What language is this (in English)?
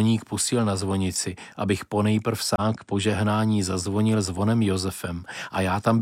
Czech